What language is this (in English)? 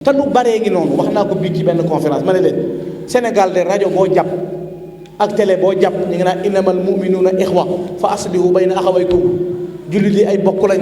Wolof